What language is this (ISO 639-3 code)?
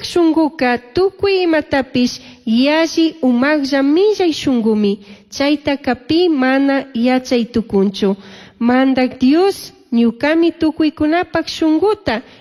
qug